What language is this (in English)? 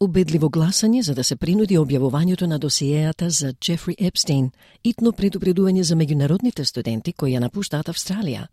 Macedonian